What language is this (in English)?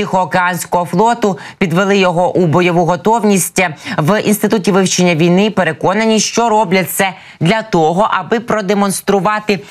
Ukrainian